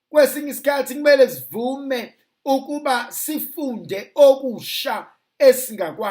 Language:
Zulu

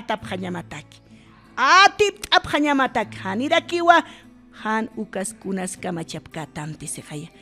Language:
Aymara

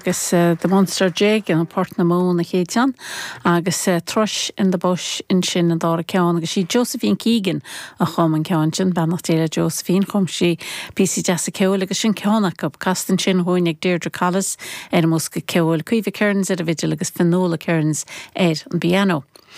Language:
Irish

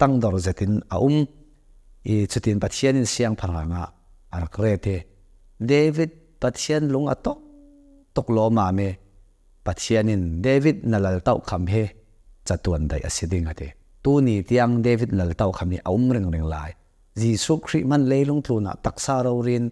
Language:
Hakha Chin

